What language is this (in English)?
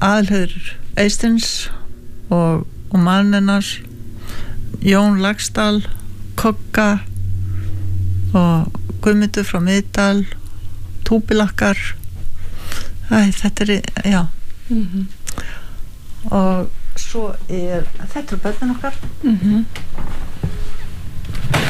Icelandic